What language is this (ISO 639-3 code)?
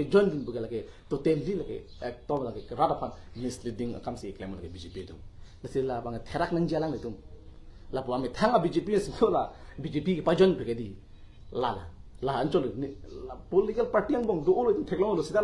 mjw